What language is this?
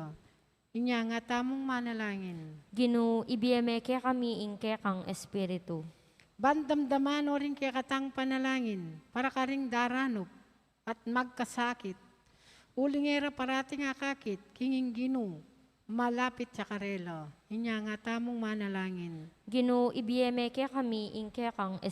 Pampanga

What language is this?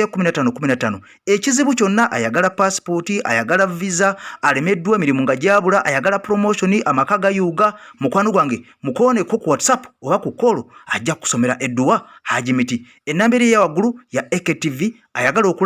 Ganda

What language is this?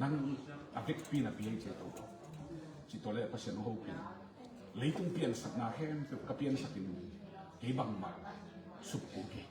Tedim Chin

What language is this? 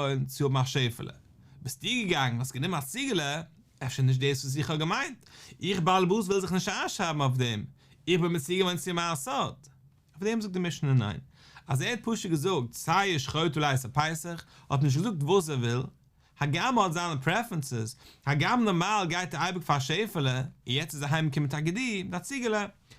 Yiddish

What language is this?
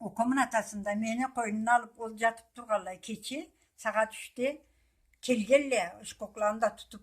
Karachay-Balkar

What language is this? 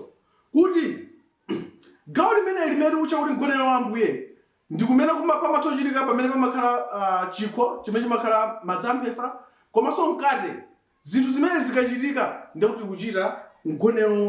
Nyanja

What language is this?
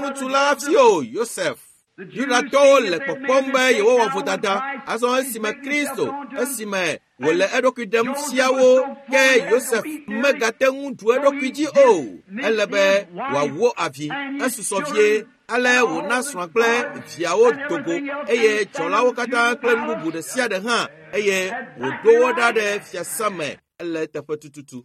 Ewe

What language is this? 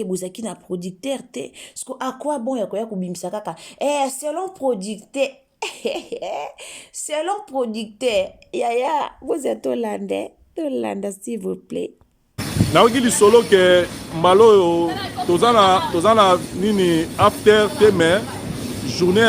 Lingala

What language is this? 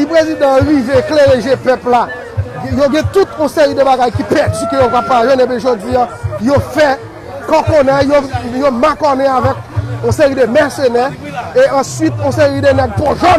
Haitian Creole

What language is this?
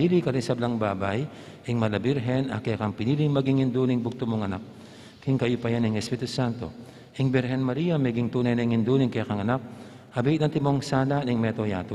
Pampanga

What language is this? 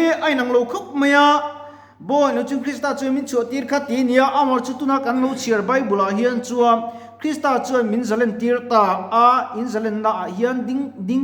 Mizo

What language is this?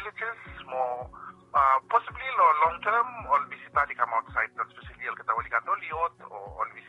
Bislama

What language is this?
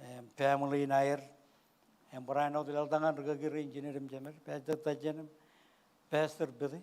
Marshallese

